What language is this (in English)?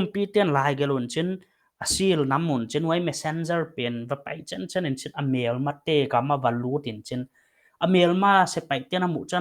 Paite Chin